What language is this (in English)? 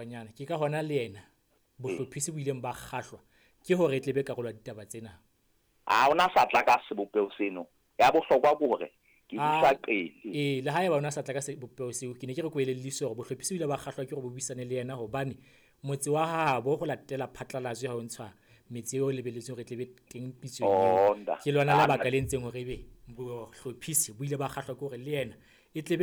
Southern Sotho